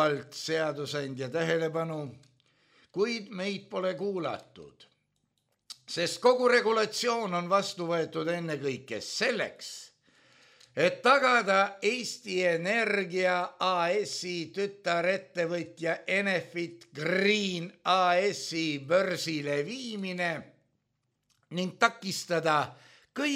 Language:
Estonian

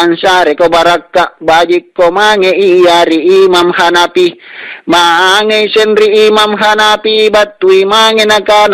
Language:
Makasar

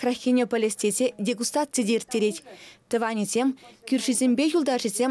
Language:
Chuvash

